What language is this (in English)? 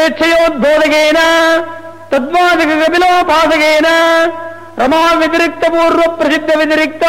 Sanskrit